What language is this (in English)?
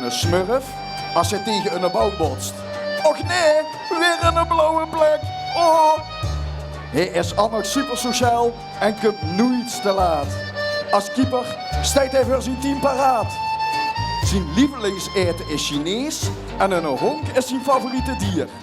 Limburgish